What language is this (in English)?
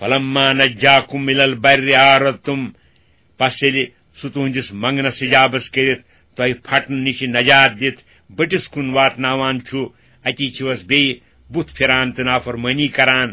Kashmiri